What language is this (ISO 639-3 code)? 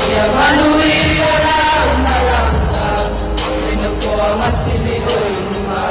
smo